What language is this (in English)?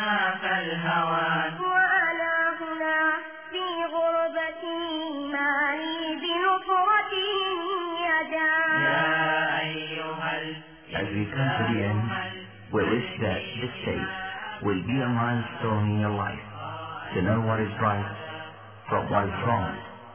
Filipino